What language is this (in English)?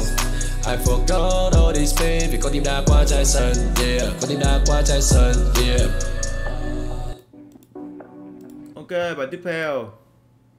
Vietnamese